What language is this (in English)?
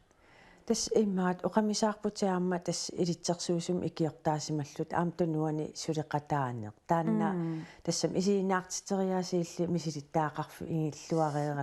Kalaallisut